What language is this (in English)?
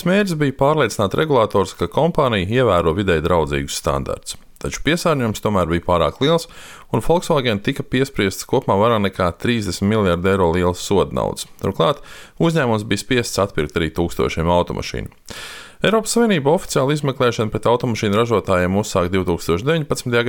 Latvian